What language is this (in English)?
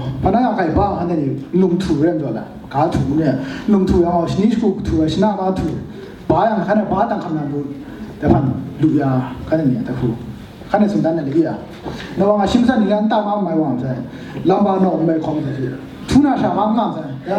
Kachin